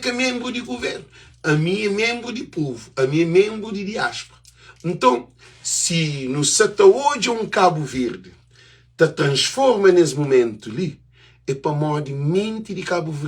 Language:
Kabuverdianu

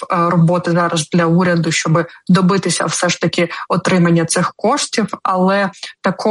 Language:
Ukrainian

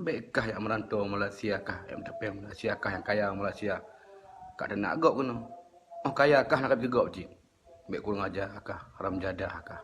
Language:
Achinese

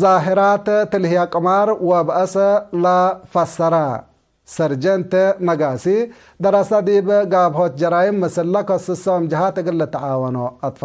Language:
Tigre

